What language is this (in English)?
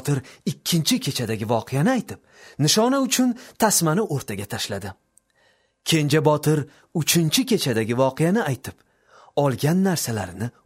Uzbek